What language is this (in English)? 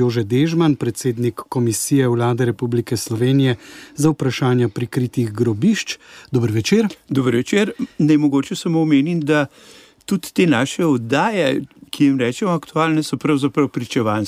Slovenian